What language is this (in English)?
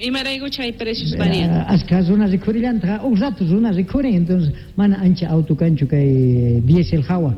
South Bolivian Quechua